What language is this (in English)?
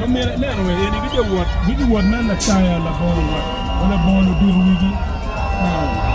Acoli